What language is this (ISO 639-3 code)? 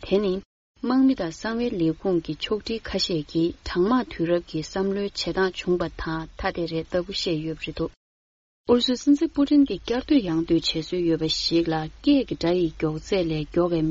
bod